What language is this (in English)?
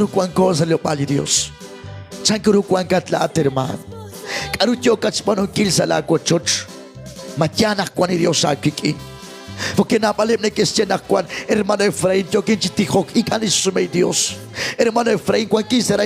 Kekchí